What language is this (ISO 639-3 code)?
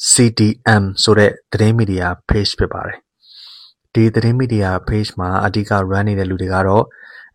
mya